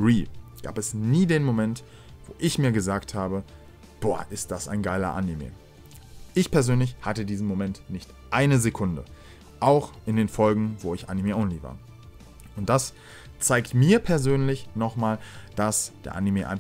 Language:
German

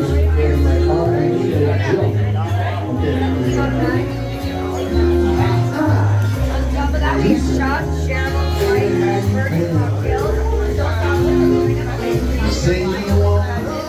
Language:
English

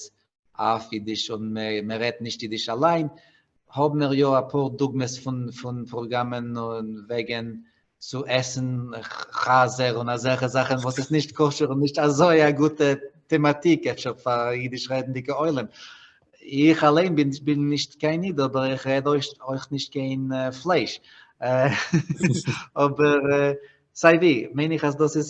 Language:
Yiddish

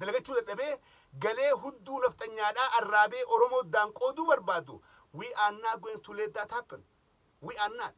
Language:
Oromo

